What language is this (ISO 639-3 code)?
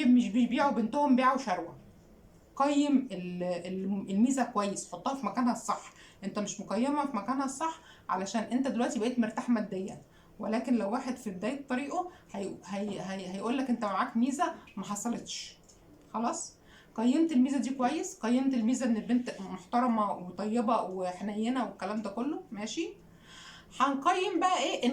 arz